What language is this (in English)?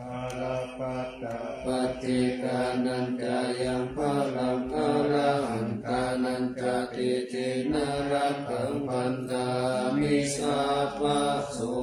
Pali